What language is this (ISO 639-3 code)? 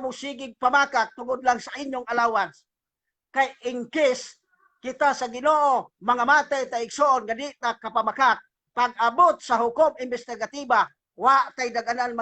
ceb